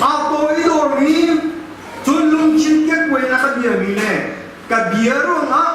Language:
Hakha Chin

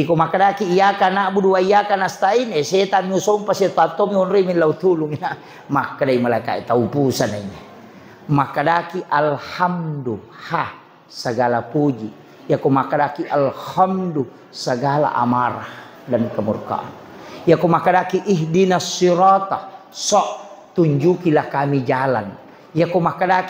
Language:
Buginese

